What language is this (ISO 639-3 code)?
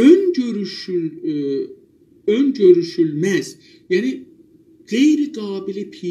azb